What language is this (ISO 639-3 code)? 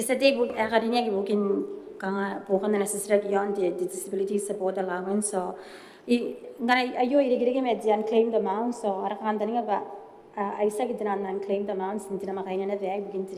gil